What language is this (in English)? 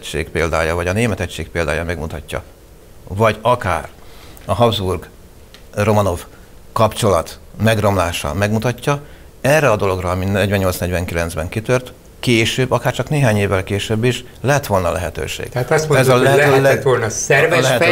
Hungarian